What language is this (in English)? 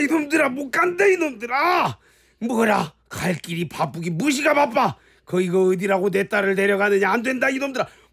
Korean